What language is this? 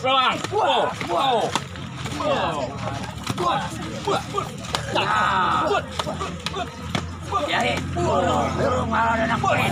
Betawi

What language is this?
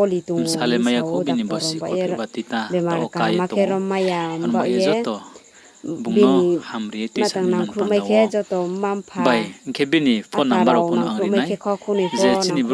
Riang (India)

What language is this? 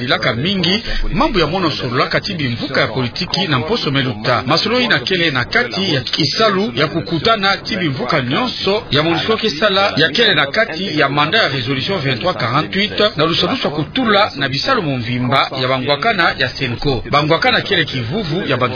Kituba (Democratic Republic of Congo)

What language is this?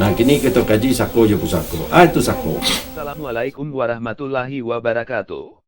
Minangkabau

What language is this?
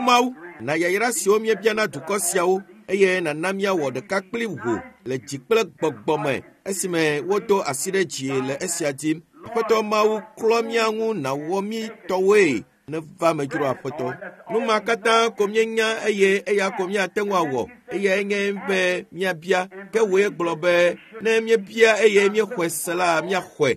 Ewe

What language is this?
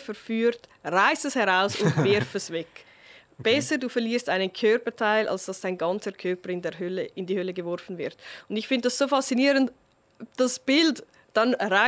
Swiss German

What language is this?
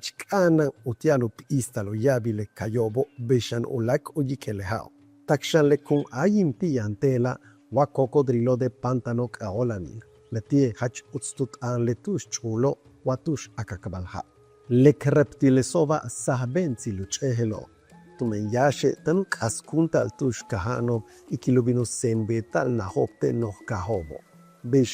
Yucateco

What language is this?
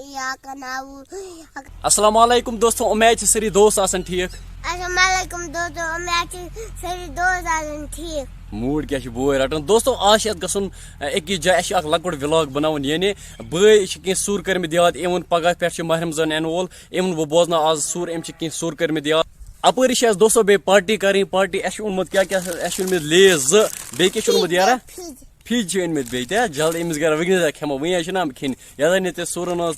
Kashmiri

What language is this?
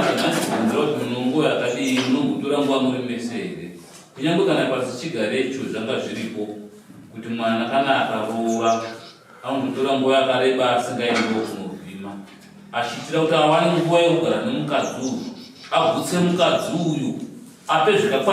Shona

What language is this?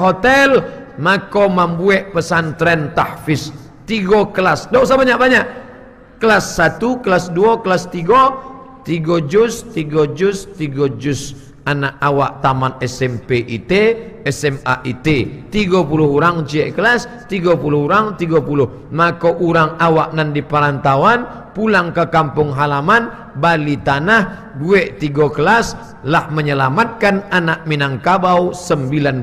Minangkabau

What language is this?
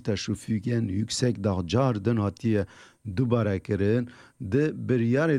Kurdish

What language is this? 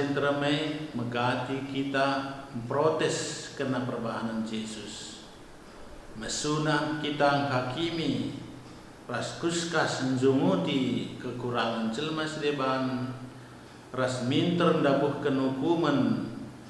Batak Karo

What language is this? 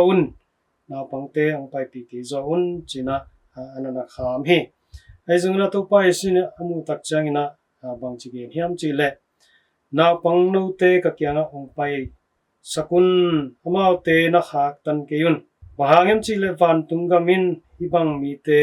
Tedim Chin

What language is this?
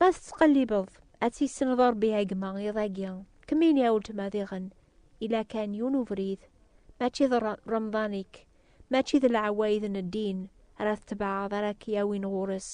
Kabyle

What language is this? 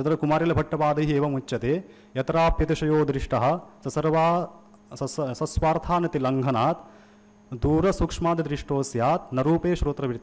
Sanskrit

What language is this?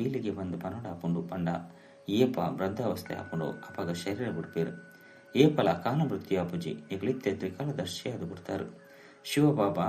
Tulu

